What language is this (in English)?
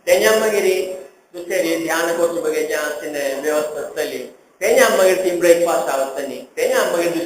Konkani